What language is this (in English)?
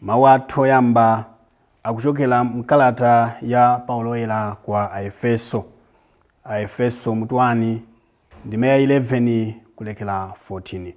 Nyanja